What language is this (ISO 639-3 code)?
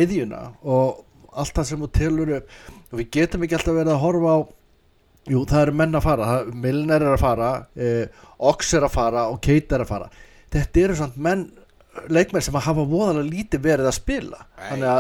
isl